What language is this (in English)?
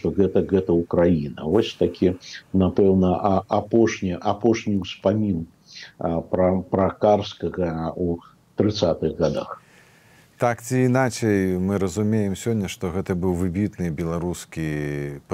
Belarusian